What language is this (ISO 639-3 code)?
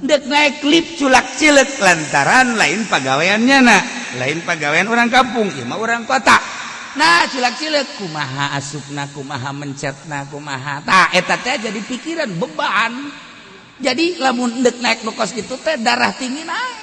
sun